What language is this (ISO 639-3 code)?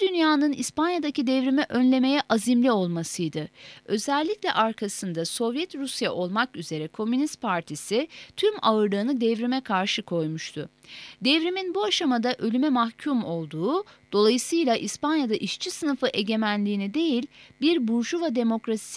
tur